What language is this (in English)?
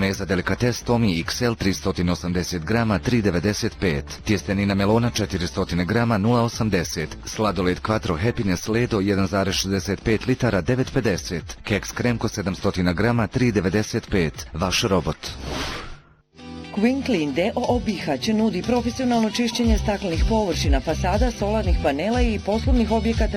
Bosnian